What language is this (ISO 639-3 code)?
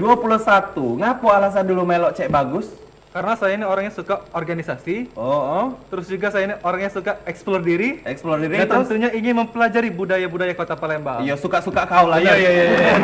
mui